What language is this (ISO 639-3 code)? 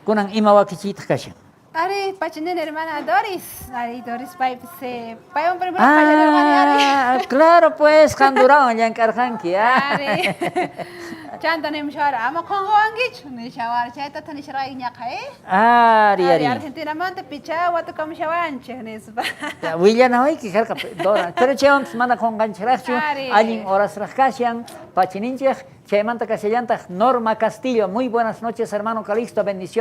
quh